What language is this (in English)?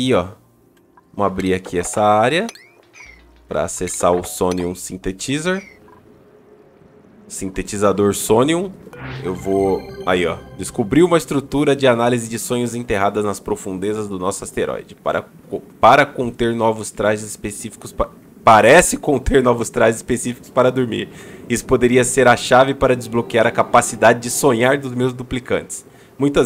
Portuguese